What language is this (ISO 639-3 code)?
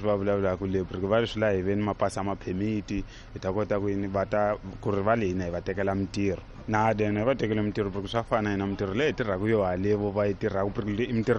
tso